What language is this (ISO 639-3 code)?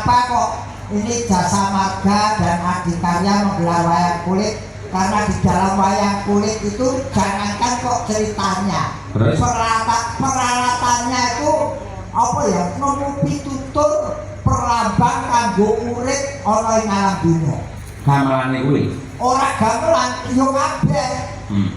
jav